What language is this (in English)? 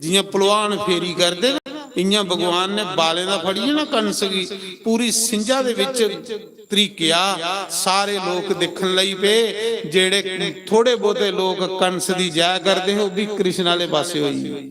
Dogri